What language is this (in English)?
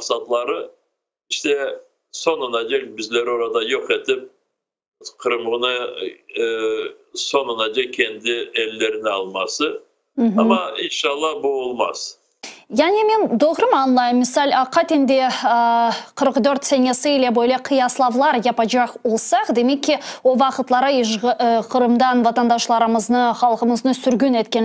Crimean Tatar